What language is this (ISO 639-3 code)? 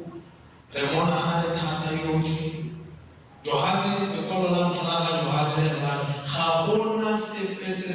tsn